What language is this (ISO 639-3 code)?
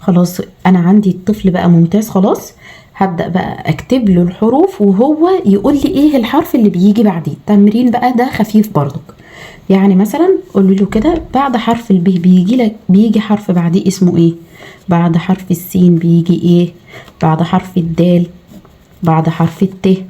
arz